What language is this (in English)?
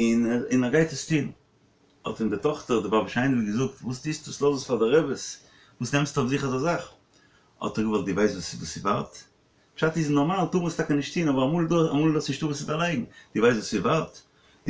Yiddish